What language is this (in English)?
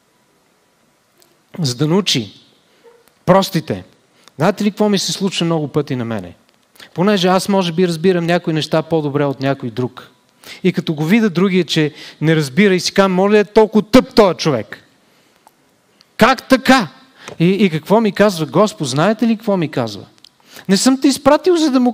Bulgarian